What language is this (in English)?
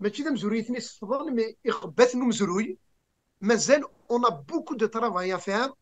Kabyle